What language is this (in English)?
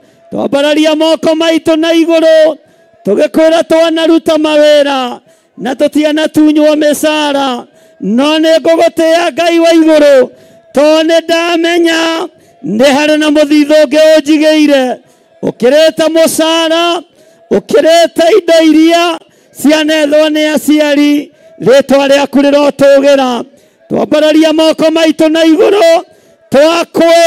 Kikuyu